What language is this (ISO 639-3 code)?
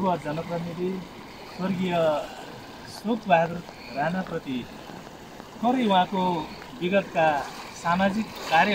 nep